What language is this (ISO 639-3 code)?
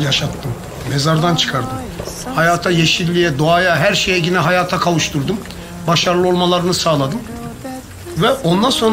tur